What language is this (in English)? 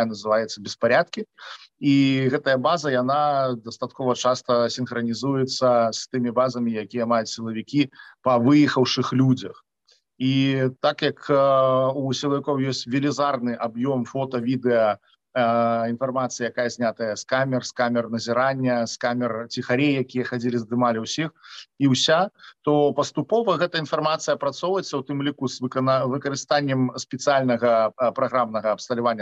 Belarusian